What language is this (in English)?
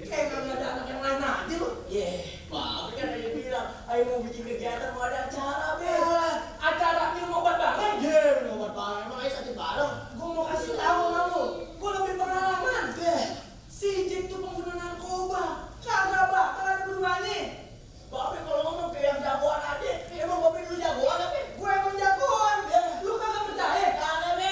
Betawi